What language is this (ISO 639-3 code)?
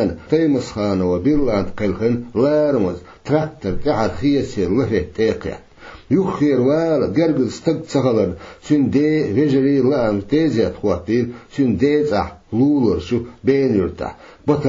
che